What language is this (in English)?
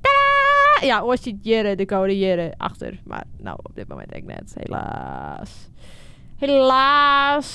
Western Frisian